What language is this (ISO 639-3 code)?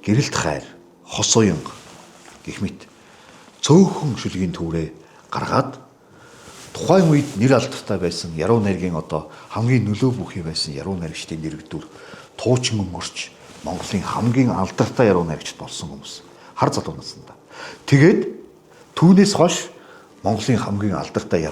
mon